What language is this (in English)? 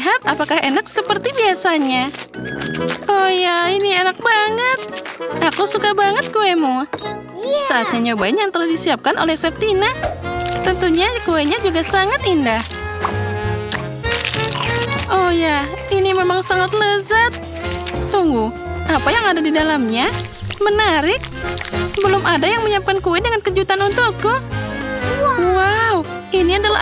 Indonesian